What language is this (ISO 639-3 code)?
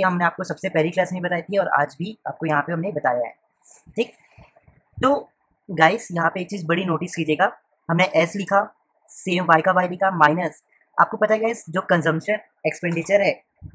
hin